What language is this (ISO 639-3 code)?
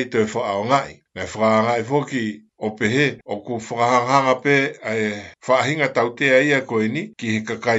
ton